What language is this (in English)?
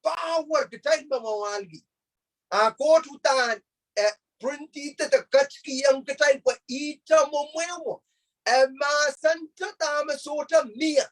Pohnpeian